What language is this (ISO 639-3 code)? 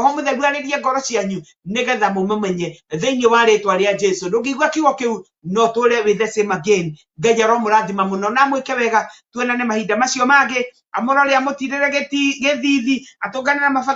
kik